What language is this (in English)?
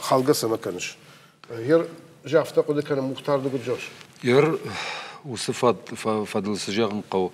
Ossetic